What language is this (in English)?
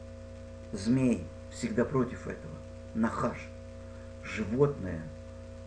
Russian